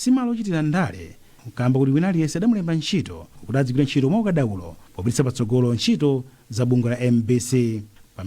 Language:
Nyanja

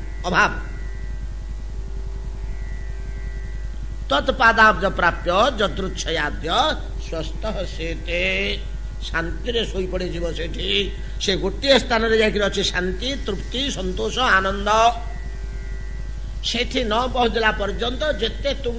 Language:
Odia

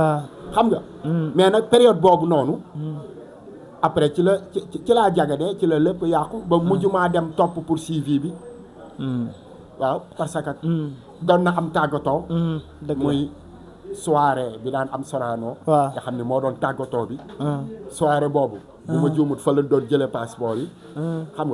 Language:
Wolof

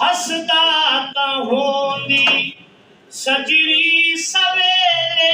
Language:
Saraiki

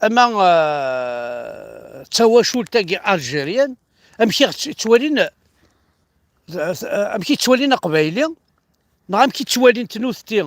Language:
Kabyle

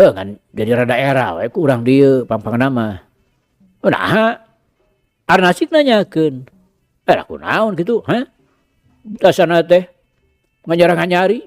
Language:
Sundanese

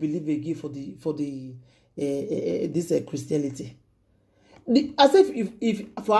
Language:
Nigerian Pidgin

